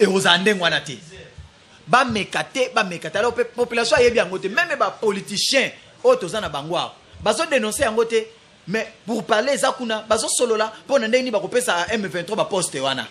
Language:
Lingala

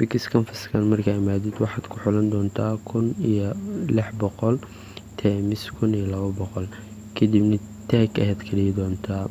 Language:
Somali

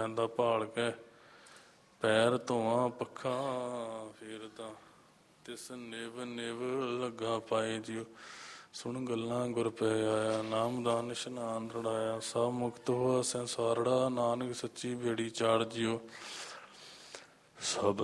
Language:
Punjabi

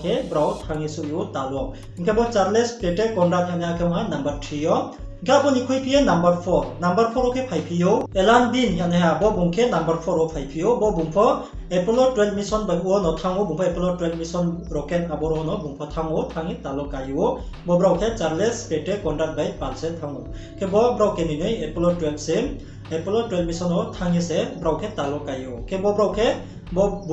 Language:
Riang (India)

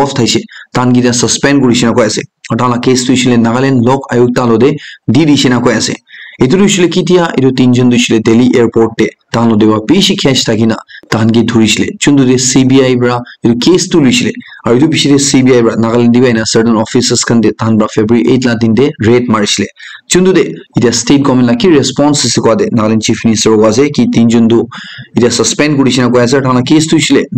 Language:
Naga Pidgin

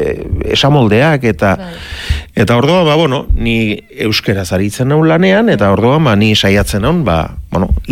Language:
Basque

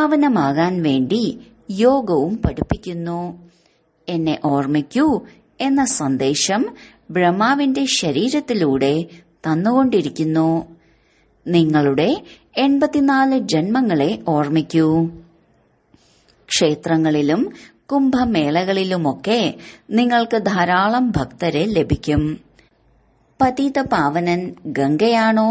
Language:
Malayalam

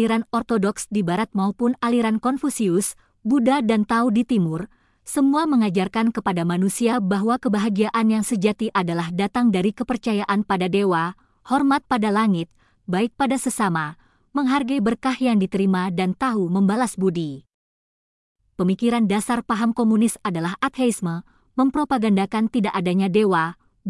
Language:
Indonesian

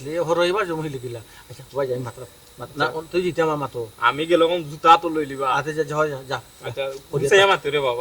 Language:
Sylheti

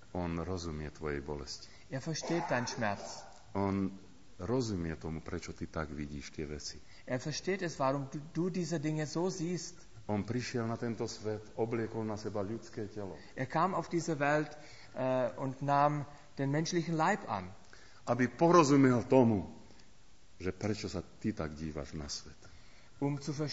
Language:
Slovak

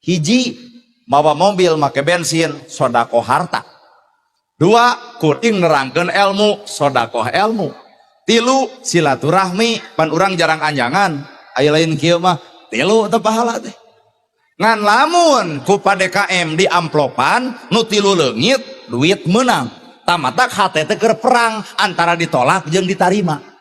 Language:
Sundanese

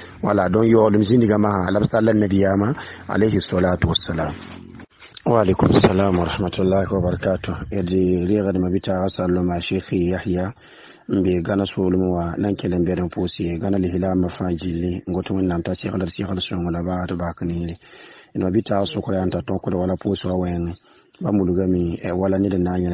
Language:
Mossi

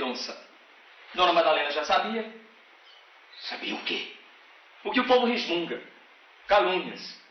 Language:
Portuguese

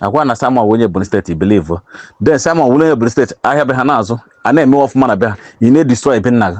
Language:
Igbo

